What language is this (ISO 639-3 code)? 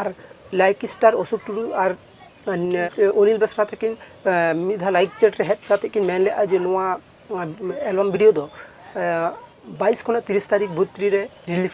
sat